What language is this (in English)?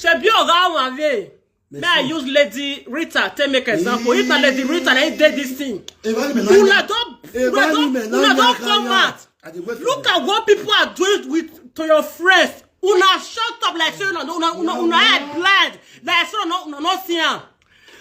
Nigerian Pidgin